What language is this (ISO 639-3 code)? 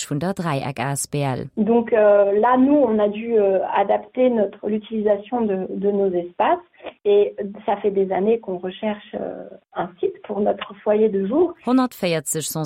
ltz